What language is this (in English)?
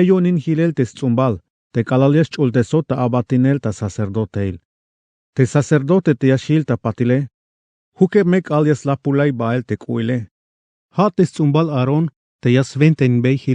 Tzeltal